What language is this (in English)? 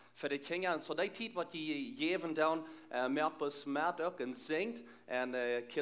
Plautdietsch